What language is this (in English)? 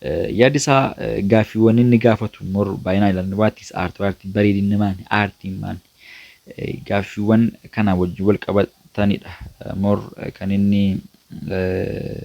Oromo